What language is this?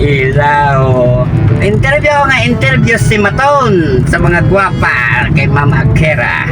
Hiligaynon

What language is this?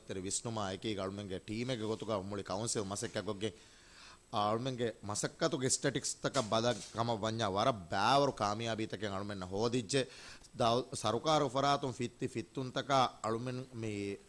Divehi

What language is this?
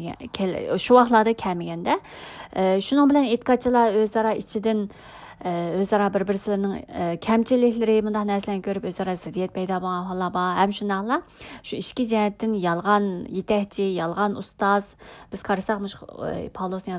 Uyghur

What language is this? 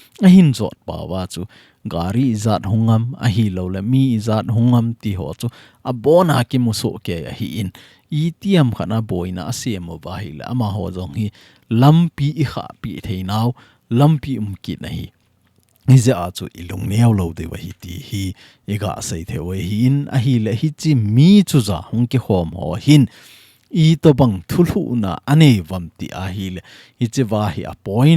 Thado Chin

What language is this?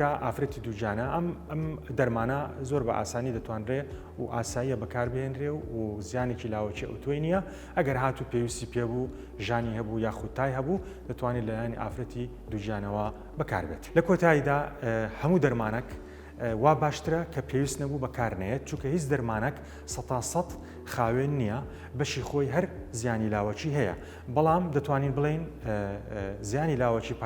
Central Kurdish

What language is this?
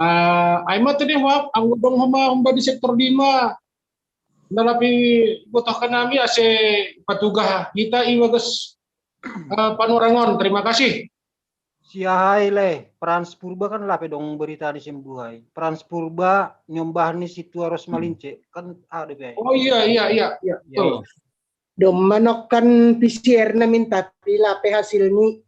Batak Simalungun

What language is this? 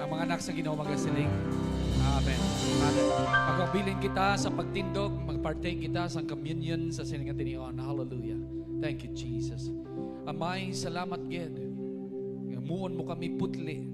Hiligaynon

